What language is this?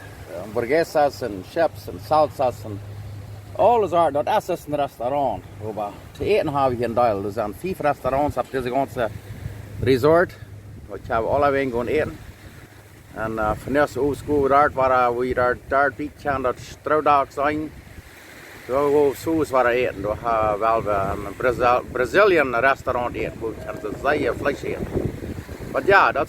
Plautdietsch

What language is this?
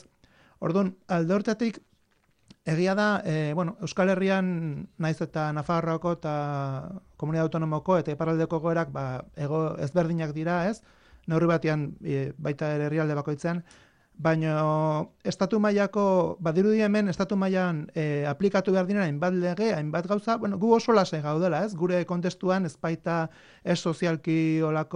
Basque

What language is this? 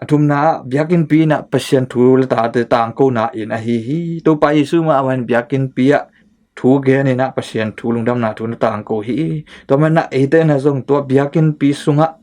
Tedim Chin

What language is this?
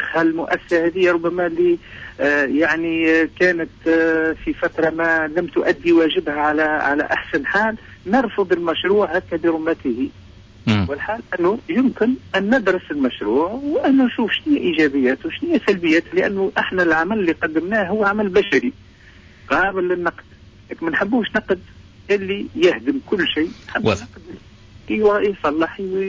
Tunisian Arabic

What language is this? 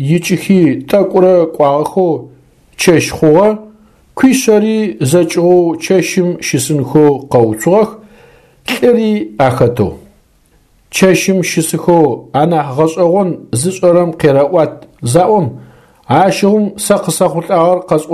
Adyghe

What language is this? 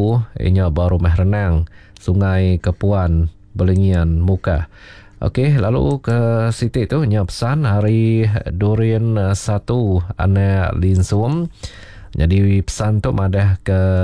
Iban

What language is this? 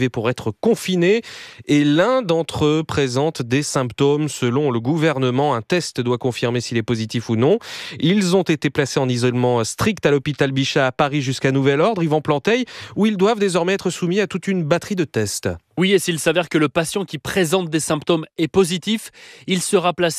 French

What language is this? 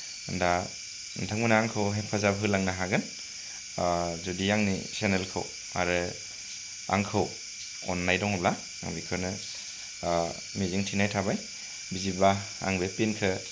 Bodo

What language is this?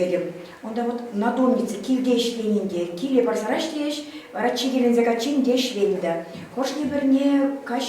Chuvash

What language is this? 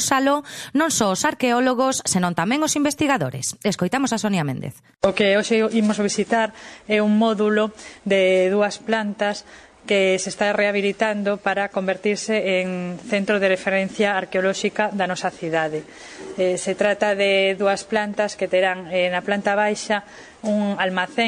Galician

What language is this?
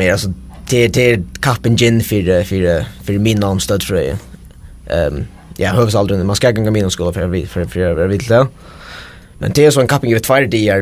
Faroese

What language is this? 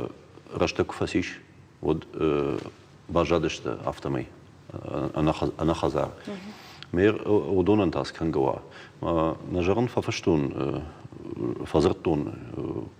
Ossetic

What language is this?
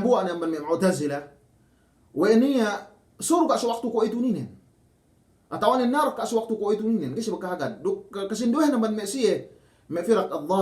Yakan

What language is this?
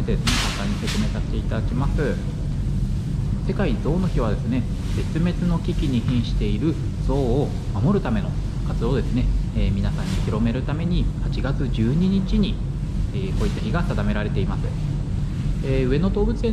Japanese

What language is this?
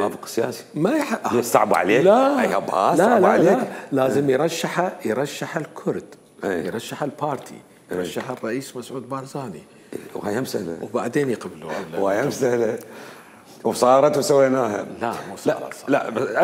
Mesopotamian Arabic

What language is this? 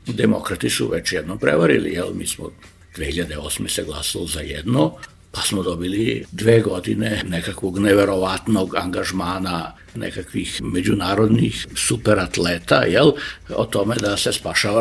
Serbian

